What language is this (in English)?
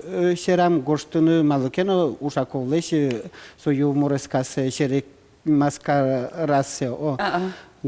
Udmurt